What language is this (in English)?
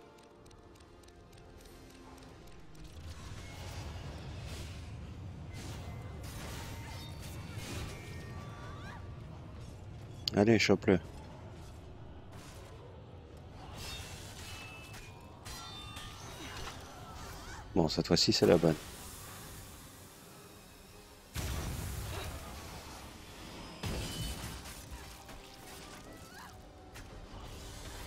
French